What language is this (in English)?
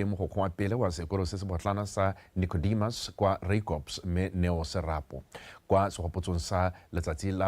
Tswana